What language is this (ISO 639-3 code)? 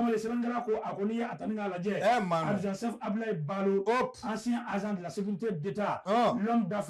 bam